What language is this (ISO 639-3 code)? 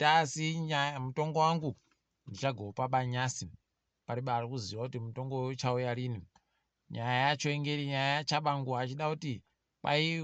ndc